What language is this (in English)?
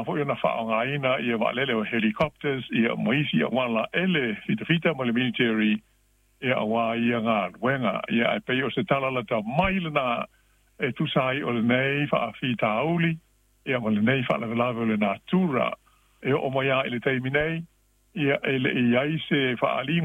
Samoan